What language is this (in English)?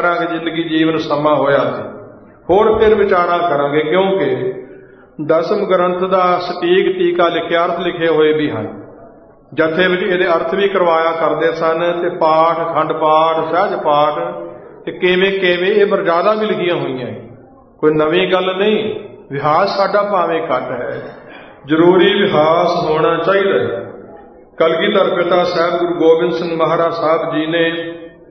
Punjabi